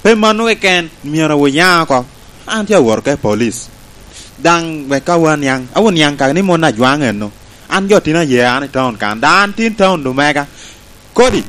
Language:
Lango (Uganda)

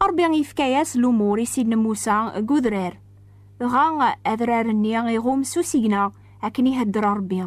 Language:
Kabyle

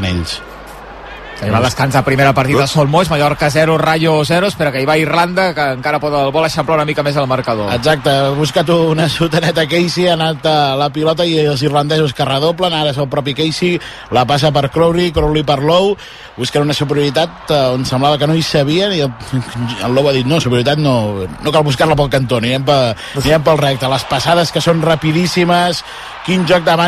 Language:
Catalan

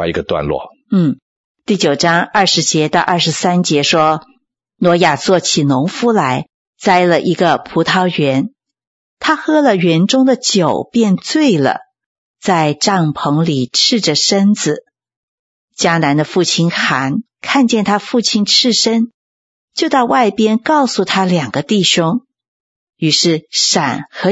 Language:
Chinese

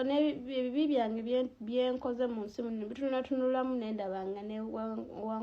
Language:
Ganda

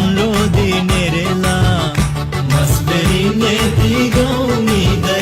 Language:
Divehi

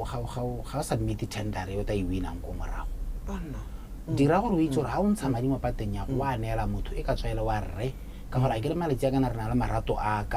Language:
Tswana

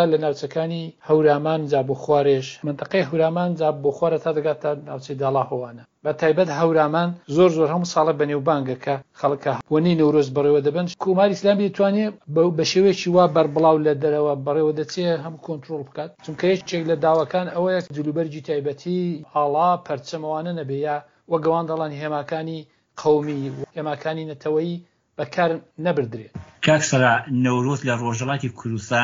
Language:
Central Kurdish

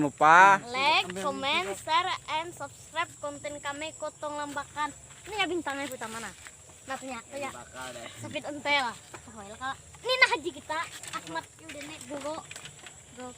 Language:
Banjar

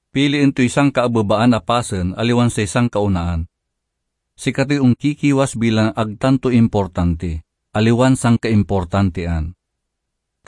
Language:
Pangasinan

